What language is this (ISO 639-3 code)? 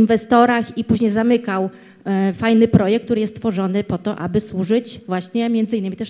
pol